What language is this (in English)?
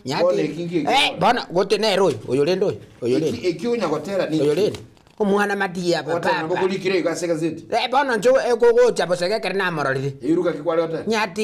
Gusii